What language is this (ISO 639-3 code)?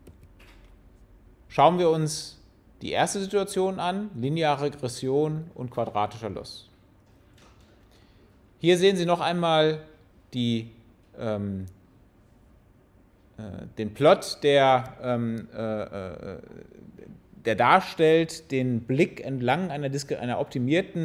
deu